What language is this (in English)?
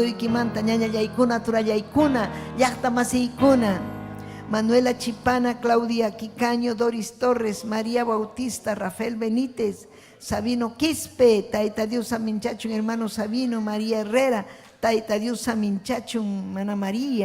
Ayacucho Quechua